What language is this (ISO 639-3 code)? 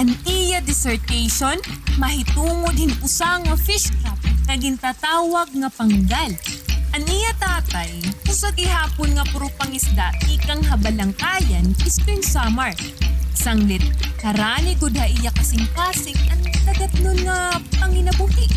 war